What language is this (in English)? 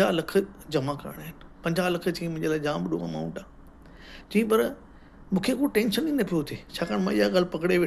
Sindhi